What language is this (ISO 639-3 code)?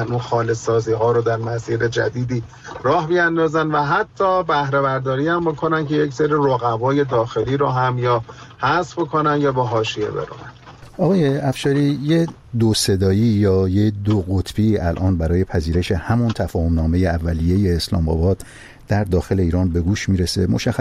fas